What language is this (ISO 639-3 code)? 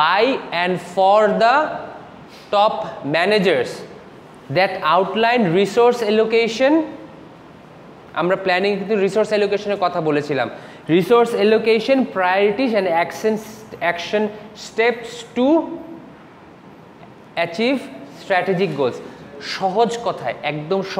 ben